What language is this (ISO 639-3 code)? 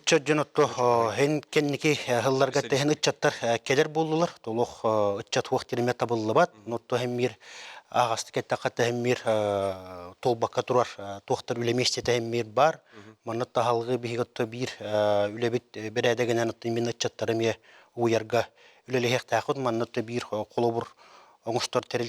sah